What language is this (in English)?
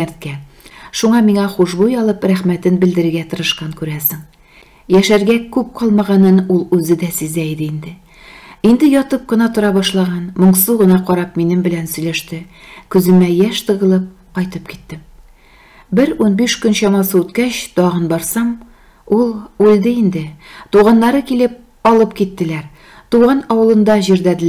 Tatar